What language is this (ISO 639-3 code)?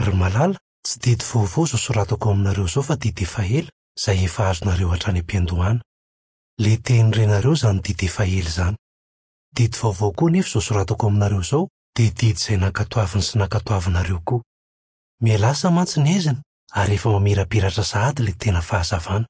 mlg